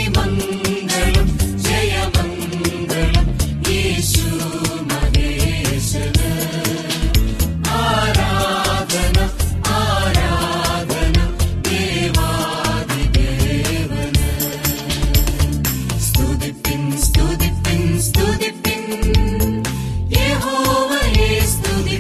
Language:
Malayalam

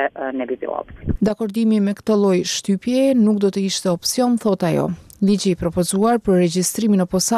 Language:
Albanian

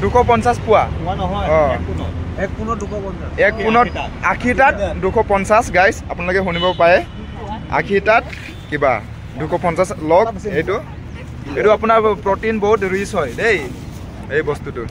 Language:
Assamese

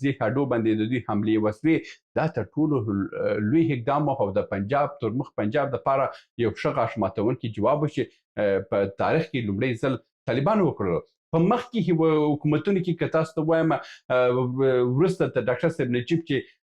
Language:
Pashto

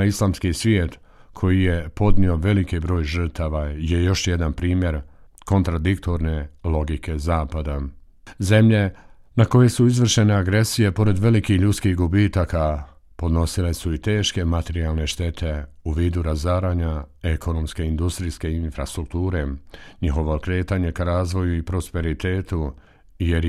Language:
Bosnian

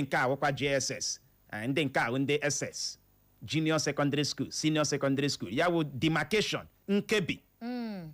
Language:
Igbo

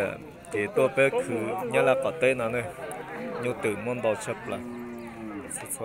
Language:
Hmong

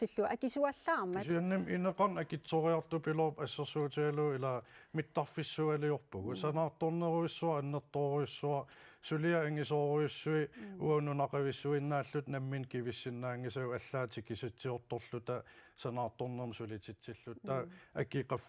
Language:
Kalaallisut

